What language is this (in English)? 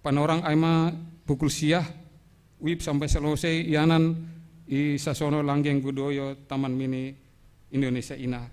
Batak Simalungun